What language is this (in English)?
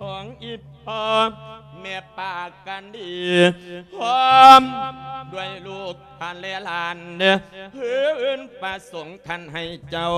Lao